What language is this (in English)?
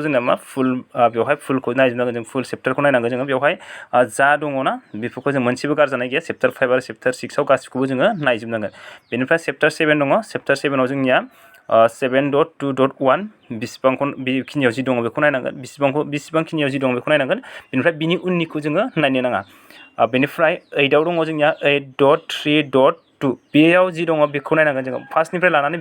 Bodo